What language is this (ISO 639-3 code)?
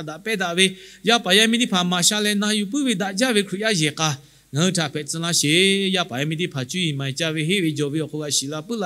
lhu